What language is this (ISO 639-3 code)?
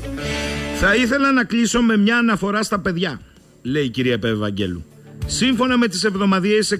ell